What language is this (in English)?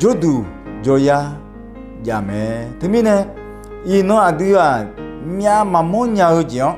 Akha